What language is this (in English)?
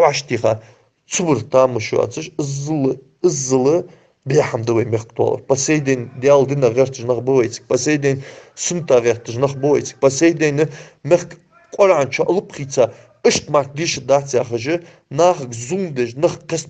Ingush